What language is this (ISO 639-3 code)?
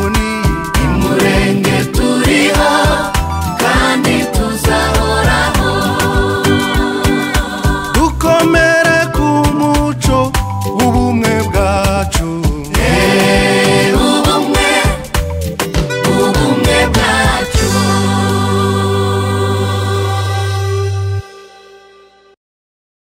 kin